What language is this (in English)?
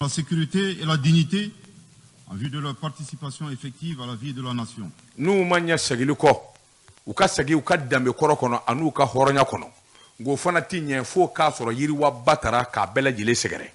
Bambara